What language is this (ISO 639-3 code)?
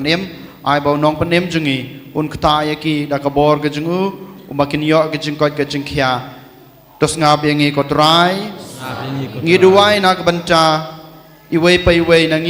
kha